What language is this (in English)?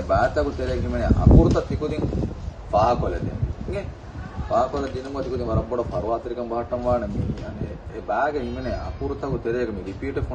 Divehi